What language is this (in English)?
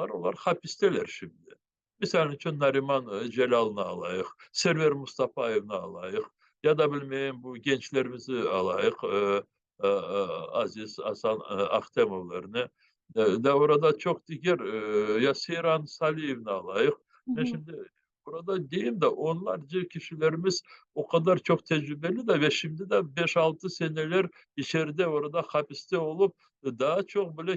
Crimean Tatar